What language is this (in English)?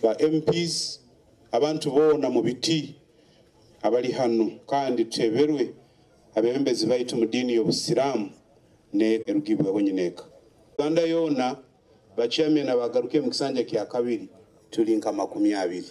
Nyoro